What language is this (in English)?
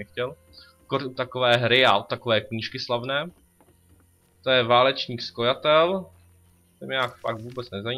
Czech